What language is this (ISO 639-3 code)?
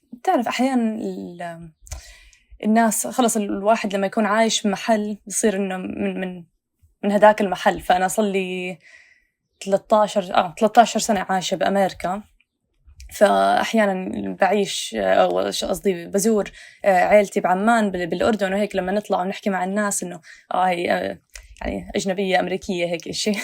apc